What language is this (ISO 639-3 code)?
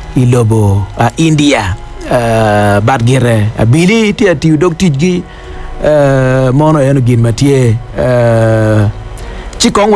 ach